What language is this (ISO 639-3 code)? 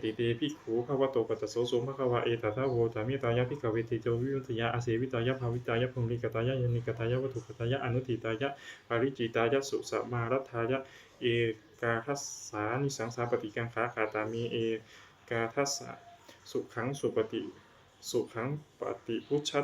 pli